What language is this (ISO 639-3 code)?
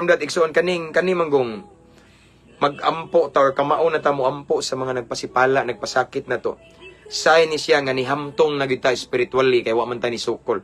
ceb